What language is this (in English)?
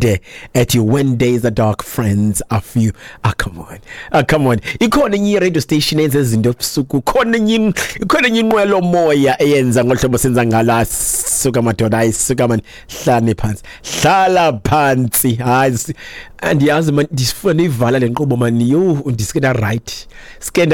Xhosa